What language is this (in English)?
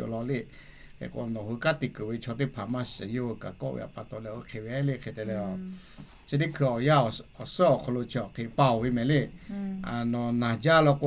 Lahu